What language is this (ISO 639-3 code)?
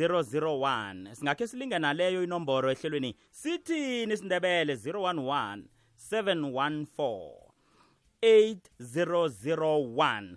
nbl